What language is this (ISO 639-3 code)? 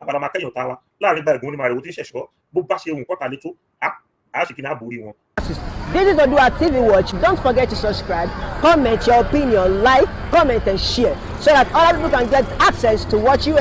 yor